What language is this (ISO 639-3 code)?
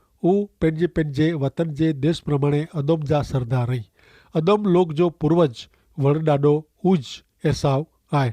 kfr